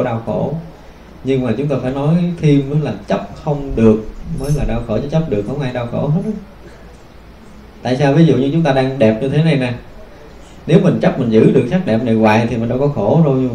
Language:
Vietnamese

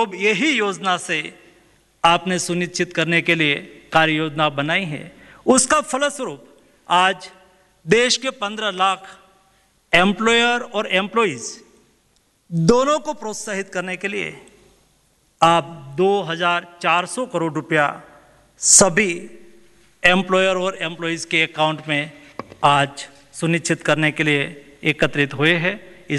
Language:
Hindi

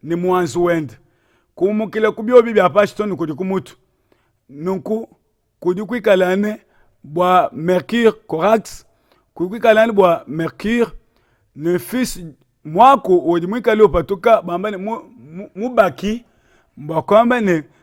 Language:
Luba-Lulua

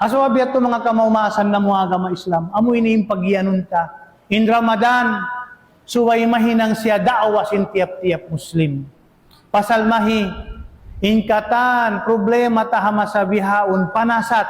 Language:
Tausug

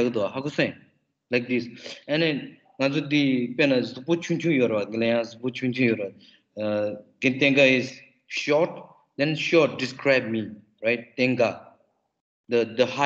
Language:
Tibetan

